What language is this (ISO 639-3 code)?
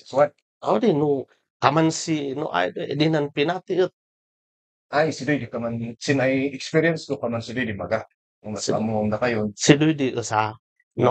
kne